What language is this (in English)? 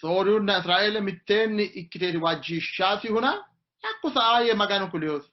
Sidamo